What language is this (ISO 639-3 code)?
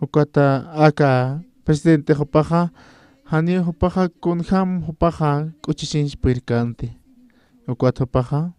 aym